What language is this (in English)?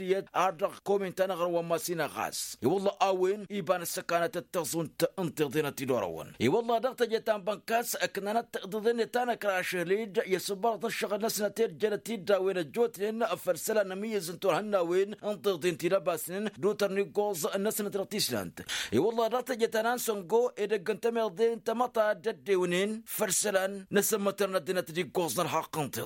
Tamasheq